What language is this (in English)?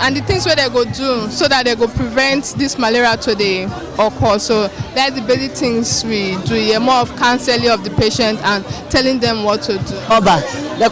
Nigerian Pidgin